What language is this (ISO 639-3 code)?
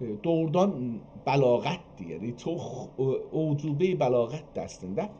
azb